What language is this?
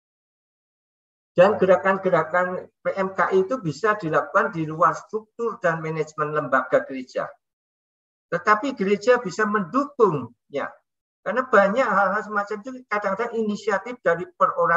Indonesian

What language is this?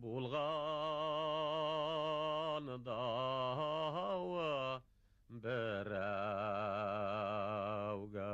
Bashkir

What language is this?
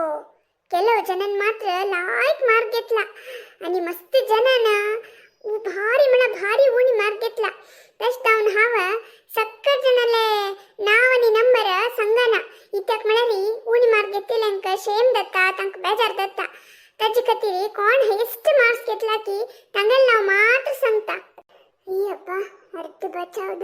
Konkani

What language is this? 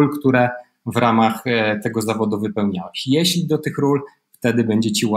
Polish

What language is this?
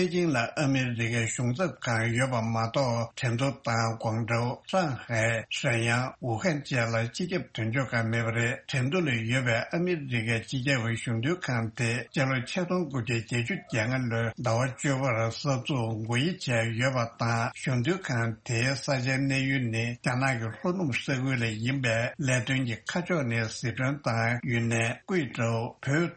Tibetan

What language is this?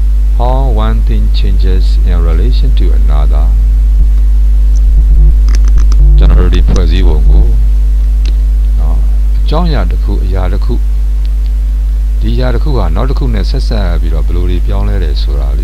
Burmese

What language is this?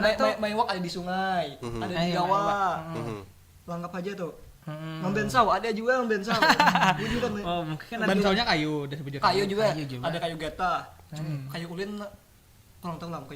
Banjar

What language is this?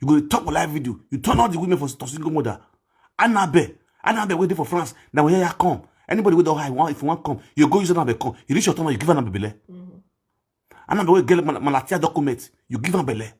Nigerian Pidgin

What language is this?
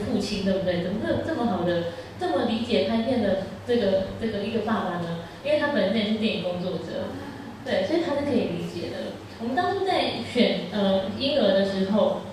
Chinese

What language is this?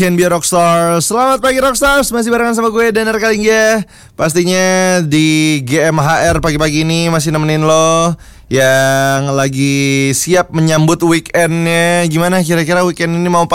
Indonesian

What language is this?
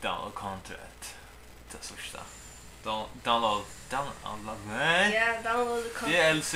Faroese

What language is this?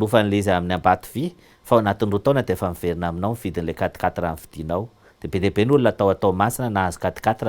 Malagasy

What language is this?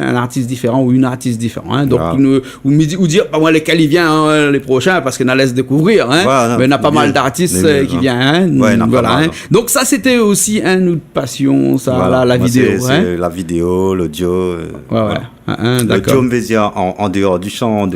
Réunion Creole French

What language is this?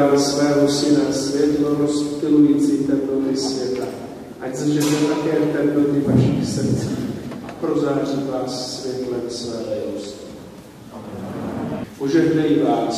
Czech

